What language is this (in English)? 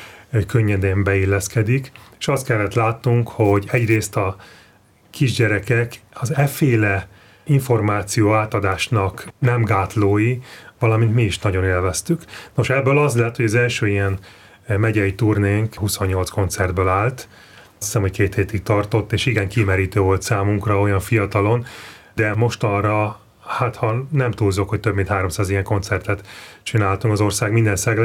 Hungarian